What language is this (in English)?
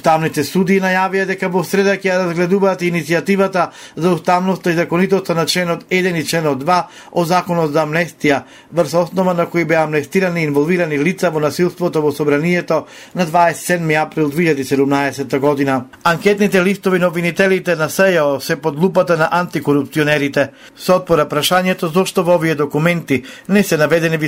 Macedonian